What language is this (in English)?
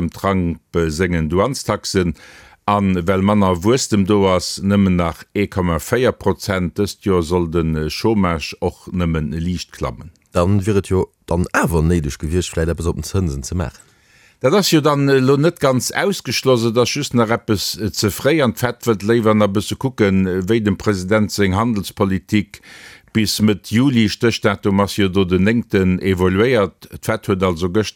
Luxembourgish